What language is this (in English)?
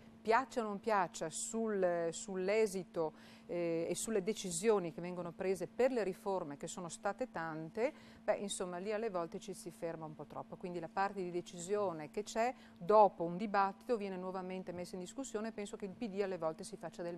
Italian